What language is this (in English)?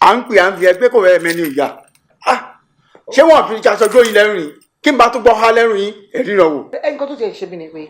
Yoruba